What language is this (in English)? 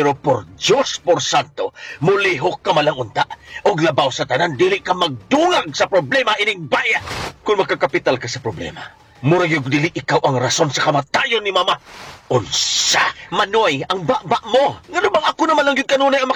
Cebuano